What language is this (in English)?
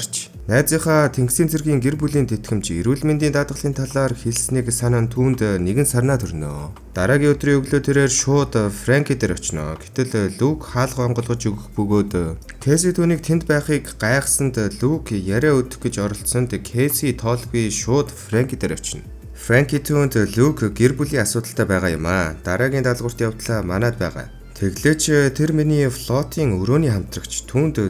Mongolian